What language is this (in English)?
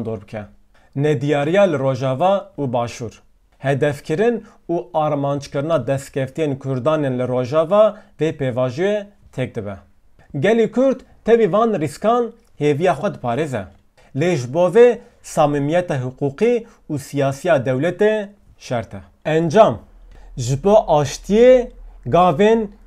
Kurdish